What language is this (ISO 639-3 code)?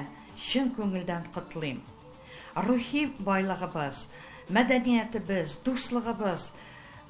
tat